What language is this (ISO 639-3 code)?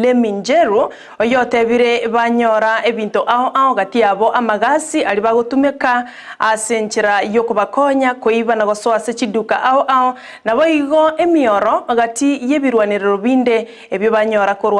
guz